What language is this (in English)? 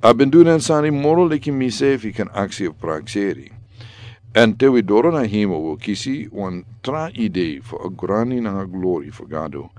Sranan Tongo